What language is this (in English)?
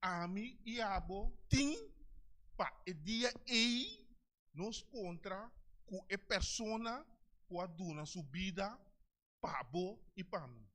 Papiamento